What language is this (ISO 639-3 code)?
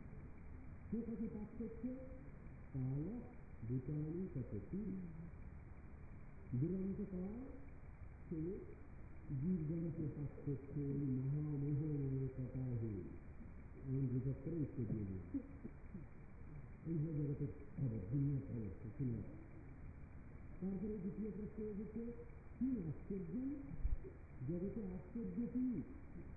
ben